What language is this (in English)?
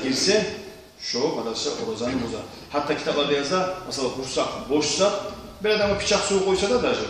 Kumyk